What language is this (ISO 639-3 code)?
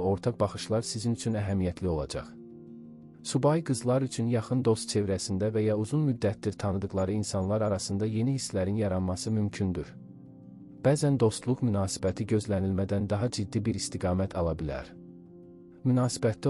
aze